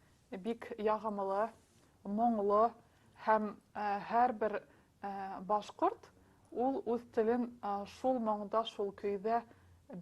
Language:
Bashkir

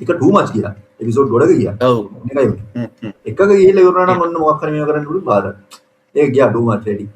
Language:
Sinhala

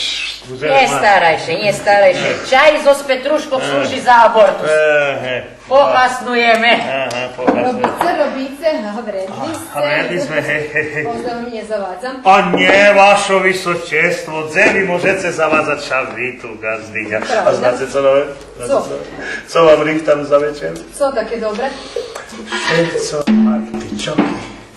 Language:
Rusyn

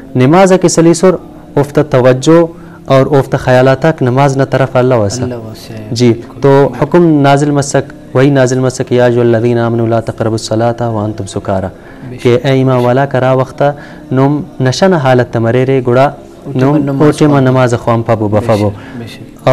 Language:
Brahui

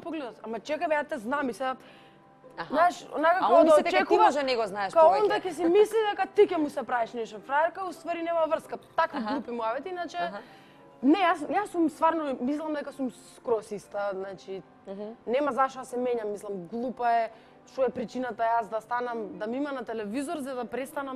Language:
Macedonian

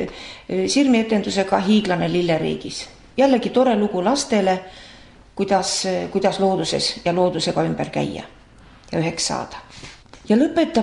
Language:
Estonian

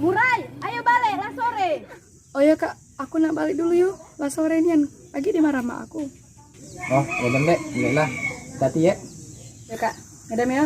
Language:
Musi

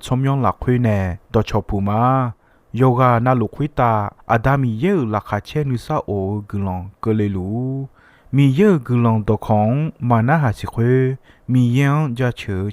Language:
Akha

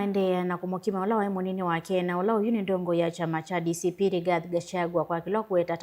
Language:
Kamba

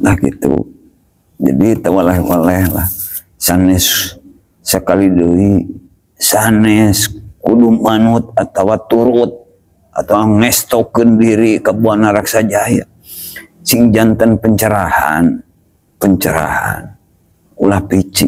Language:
Sundanese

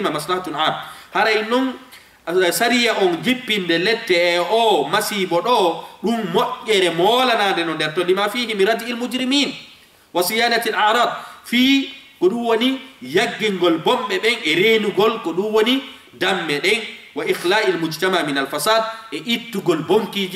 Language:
Fula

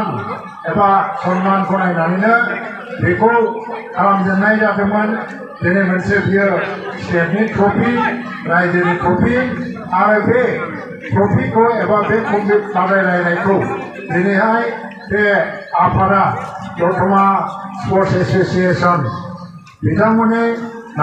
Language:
Bodo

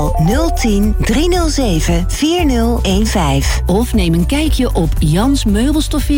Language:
Dutch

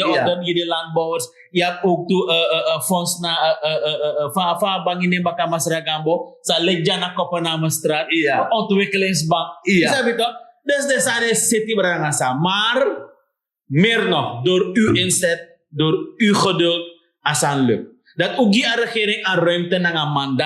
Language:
Sranan Tongo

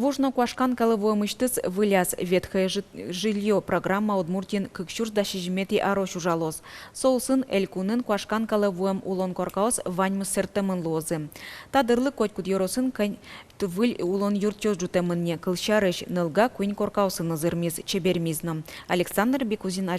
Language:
Udmurt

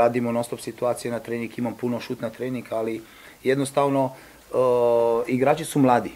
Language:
Croatian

